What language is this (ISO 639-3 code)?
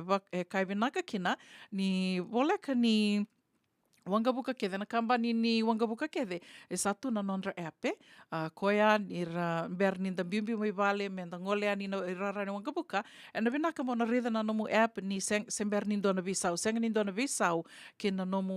fij